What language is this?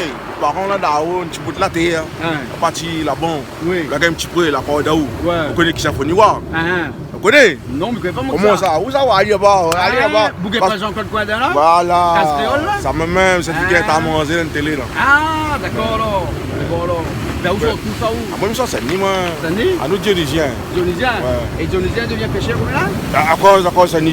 Réunion Creole French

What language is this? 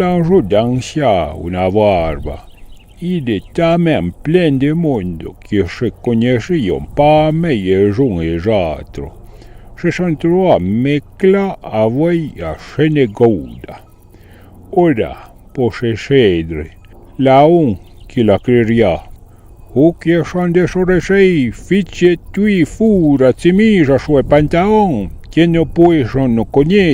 Arpitan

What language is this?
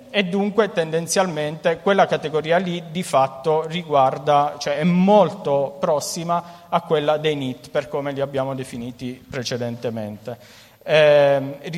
Italian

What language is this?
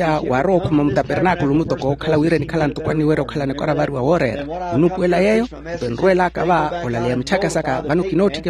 Makhuwa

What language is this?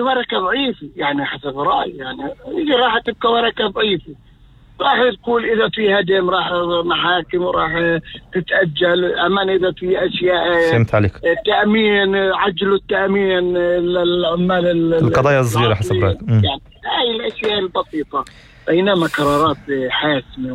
North Levantine Arabic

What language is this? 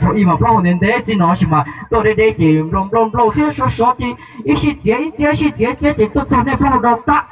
Hmong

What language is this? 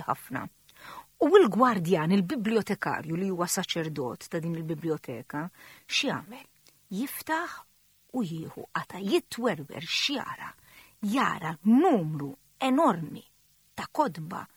Maltese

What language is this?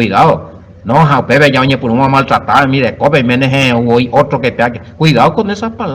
Guarani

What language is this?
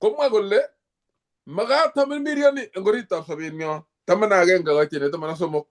Kalenjin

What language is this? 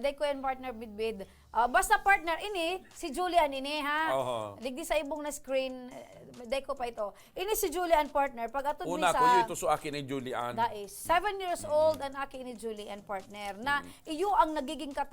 Bikol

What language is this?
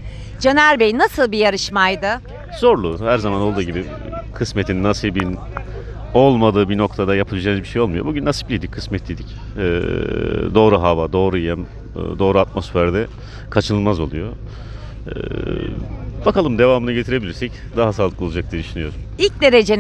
Turkish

